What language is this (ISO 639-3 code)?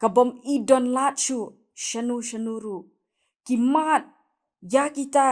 kha